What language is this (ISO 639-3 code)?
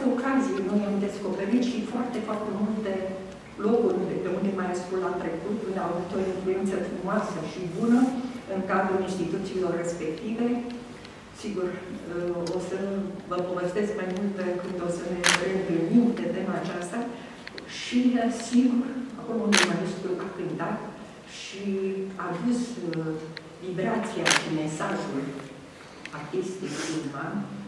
ron